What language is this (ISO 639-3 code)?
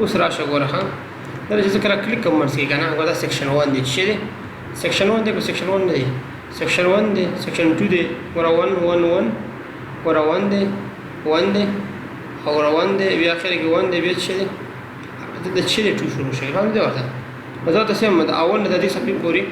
pus